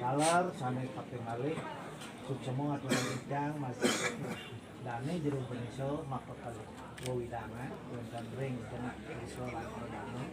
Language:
Balinese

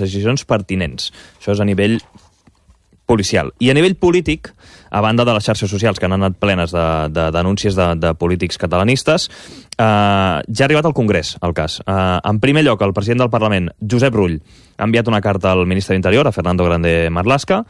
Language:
Catalan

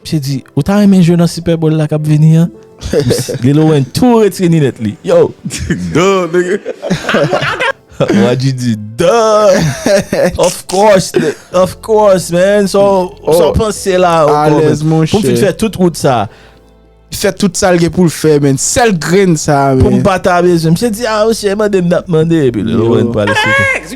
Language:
Haitian Creole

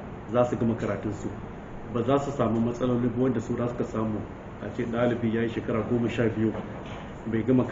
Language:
Hausa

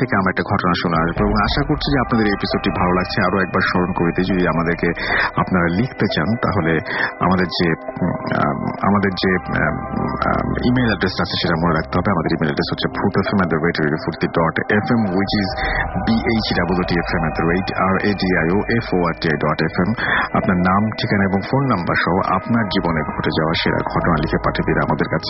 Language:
Bangla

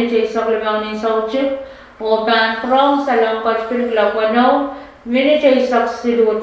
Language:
Pohnpeian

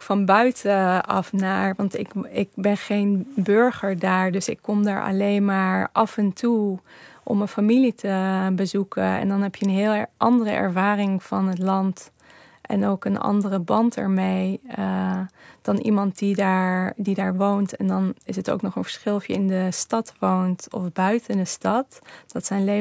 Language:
Dutch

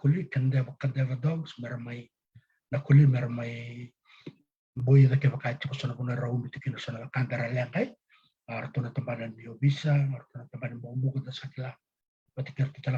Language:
Fijian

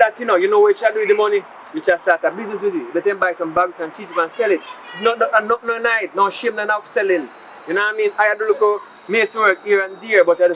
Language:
Jamaican Creole English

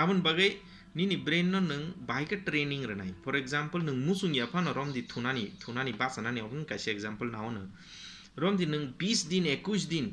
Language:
Kok Borok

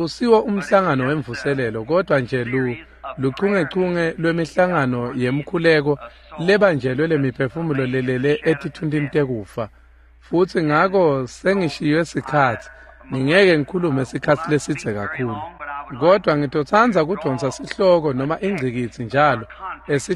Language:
Swati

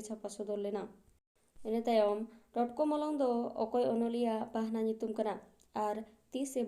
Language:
Santali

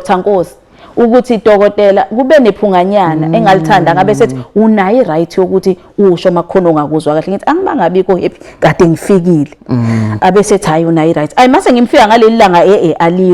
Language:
Zulu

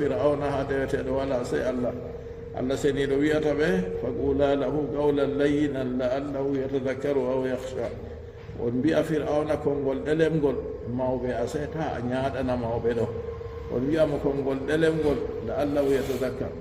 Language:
Fula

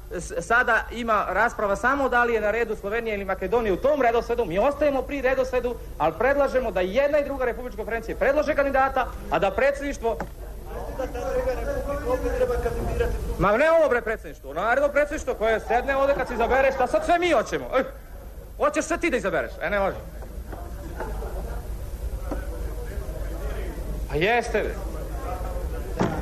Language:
Serbian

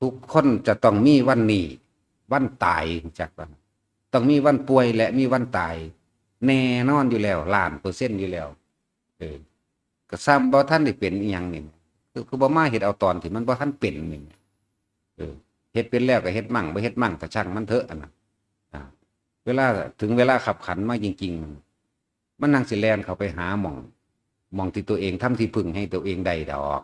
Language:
Lao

